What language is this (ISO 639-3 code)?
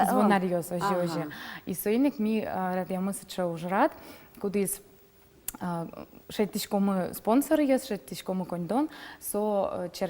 udm